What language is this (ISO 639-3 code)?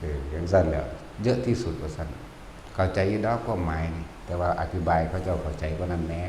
tts